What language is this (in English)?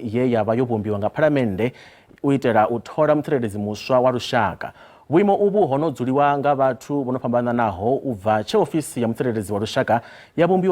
Venda